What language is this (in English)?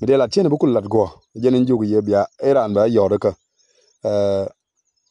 Nuer